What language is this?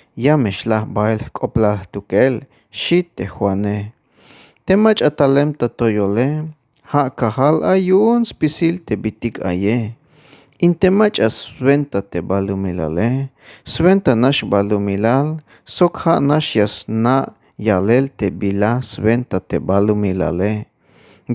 Tzeltal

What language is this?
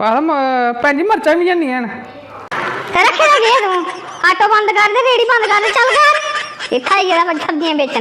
Dogri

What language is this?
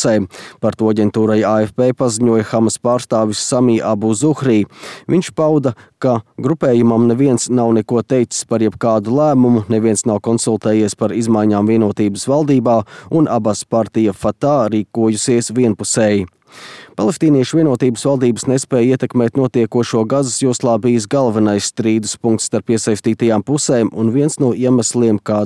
Latvian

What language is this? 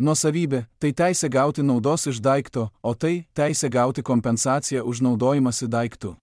Lithuanian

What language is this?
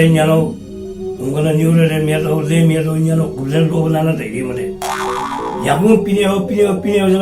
Newari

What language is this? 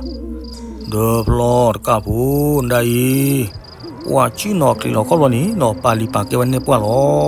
S'gaw Karen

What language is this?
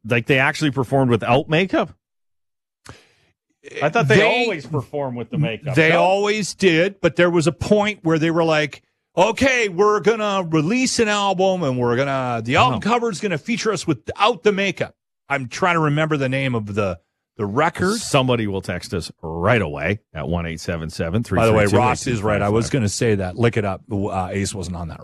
English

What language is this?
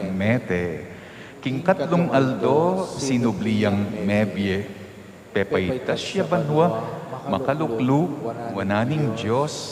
Pampanga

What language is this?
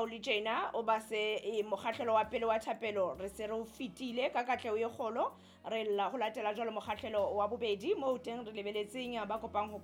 Southern Sotho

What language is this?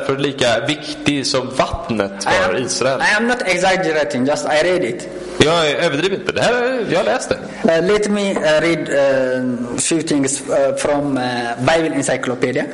Swedish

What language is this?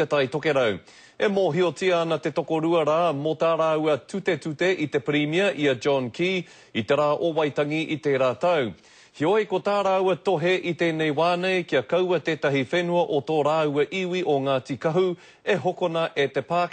Māori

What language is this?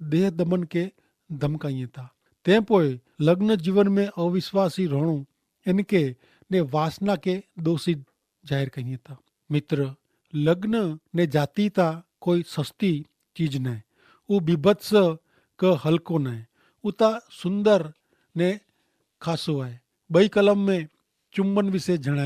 Kachhi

